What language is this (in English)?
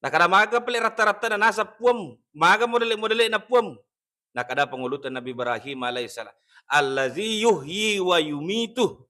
Buginese